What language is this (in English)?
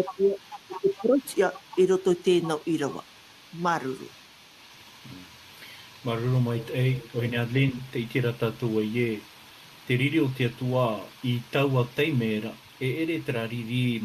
Tahitian